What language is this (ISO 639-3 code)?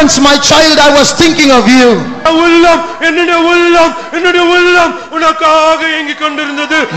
tam